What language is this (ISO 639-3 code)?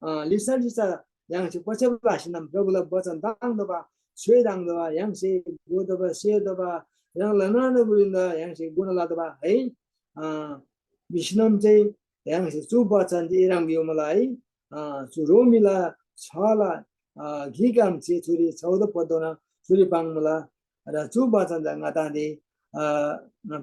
taj